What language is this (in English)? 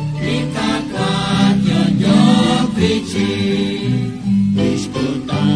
Kekchí